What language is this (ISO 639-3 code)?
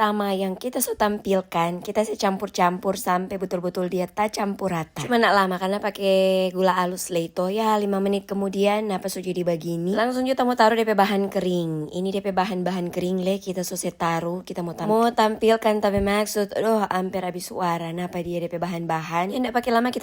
xmm